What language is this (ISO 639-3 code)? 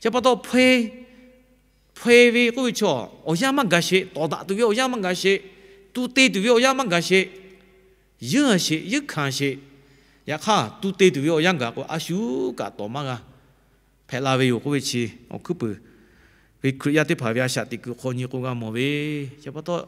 lhu